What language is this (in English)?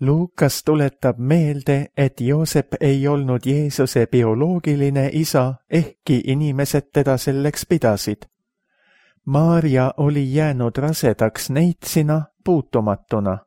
Estonian